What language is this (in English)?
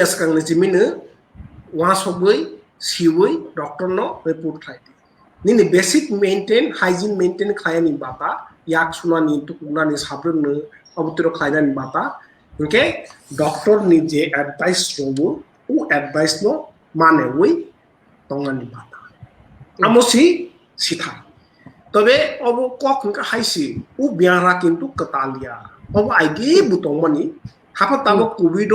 Kok Borok